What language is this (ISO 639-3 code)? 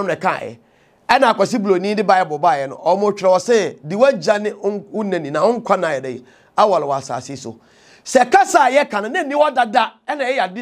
aka